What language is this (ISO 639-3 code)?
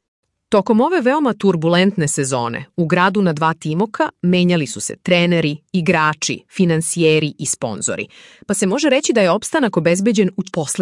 srp